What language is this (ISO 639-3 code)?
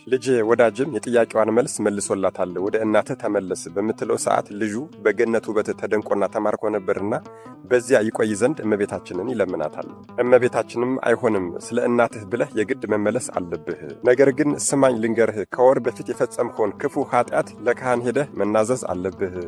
amh